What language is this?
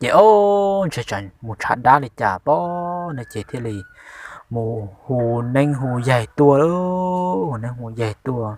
Hmong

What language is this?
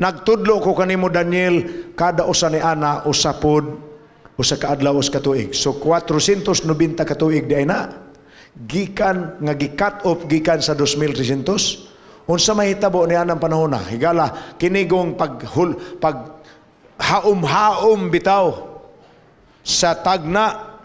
Cebuano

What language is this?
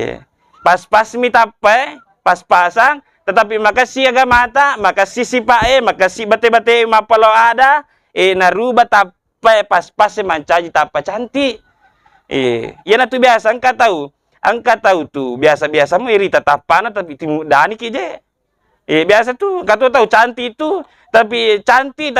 Buginese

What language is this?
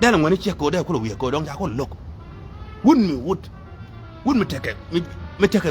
Nuer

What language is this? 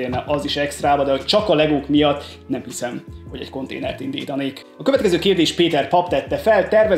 Hungarian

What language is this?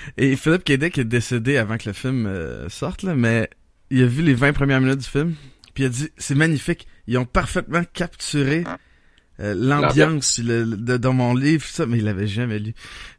French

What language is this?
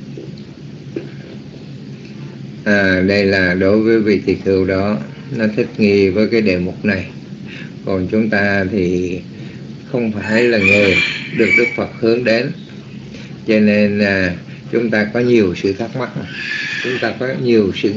Vietnamese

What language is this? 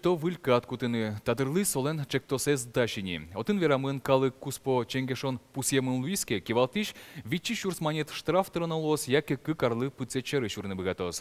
Udmurt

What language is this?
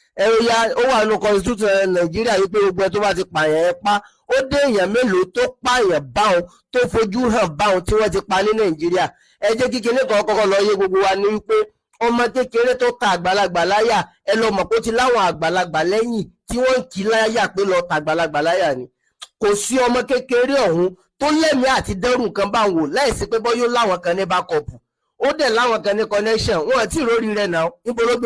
Yoruba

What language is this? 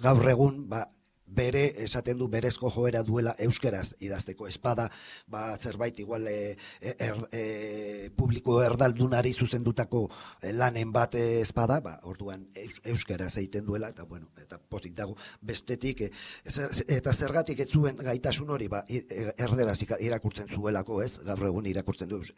Basque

